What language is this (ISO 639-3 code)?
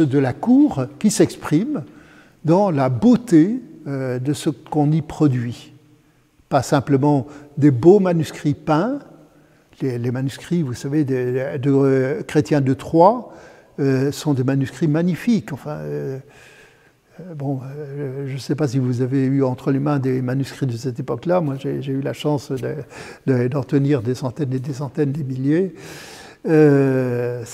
fra